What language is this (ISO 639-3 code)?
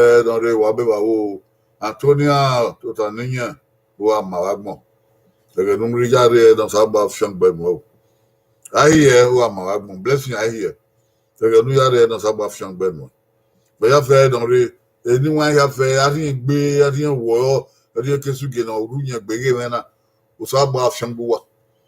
bin